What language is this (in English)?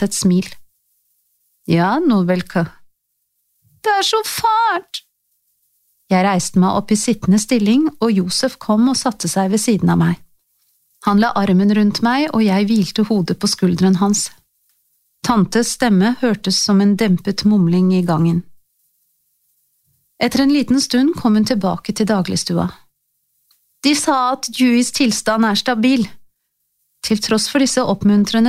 Norwegian